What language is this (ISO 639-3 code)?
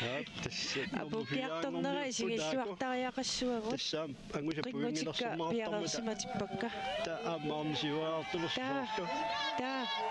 kal